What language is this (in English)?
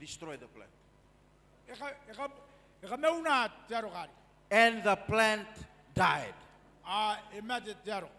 Gilbertese